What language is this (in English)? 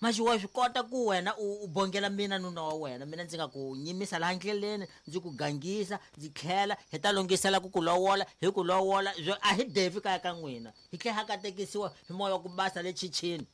Tsonga